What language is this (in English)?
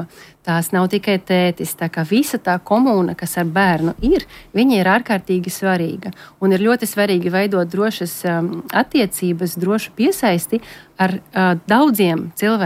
Latvian